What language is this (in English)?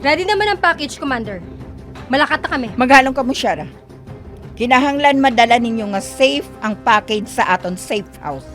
Hiligaynon